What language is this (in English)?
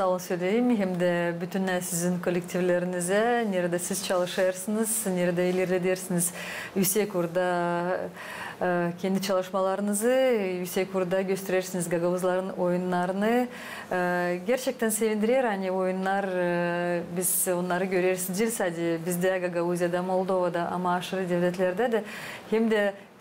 Gagauz